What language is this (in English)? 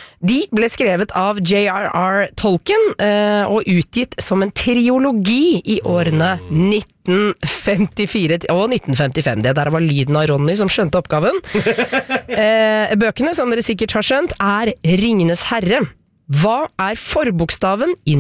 Norwegian